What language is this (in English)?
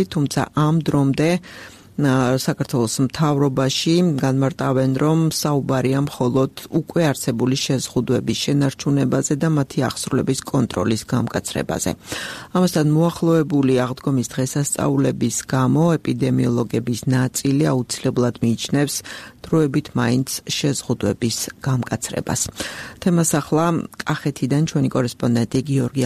Georgian